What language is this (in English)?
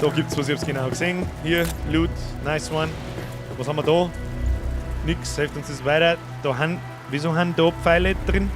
Bavarian